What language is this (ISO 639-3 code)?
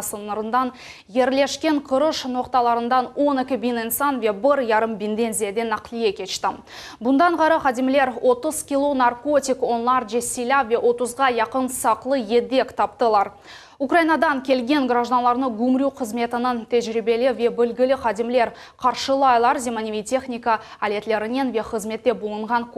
crh